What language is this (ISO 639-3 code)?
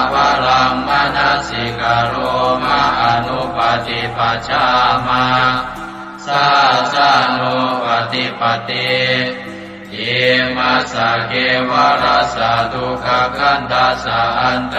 pli